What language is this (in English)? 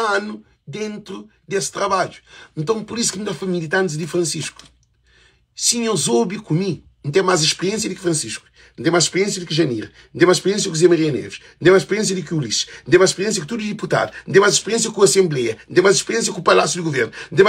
Kabuverdianu